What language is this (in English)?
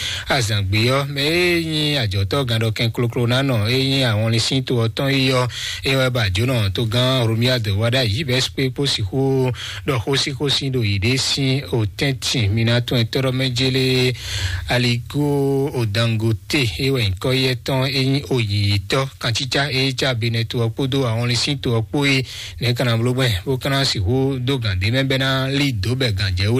Fon